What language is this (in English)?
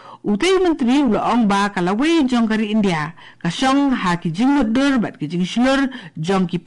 Khasi